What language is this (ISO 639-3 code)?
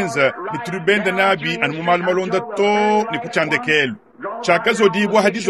lua